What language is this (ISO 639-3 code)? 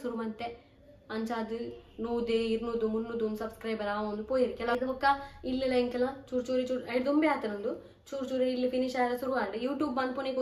tcy